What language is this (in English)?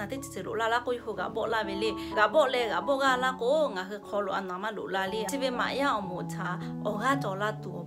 Lahu